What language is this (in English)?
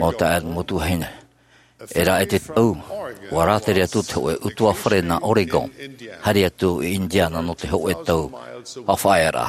Tahitian